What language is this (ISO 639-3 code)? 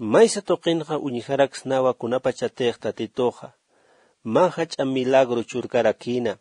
aym